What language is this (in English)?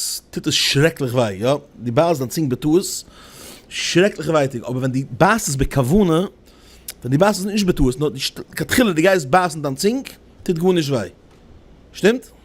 Yiddish